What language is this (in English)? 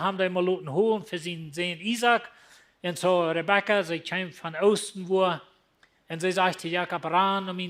Plautdietsch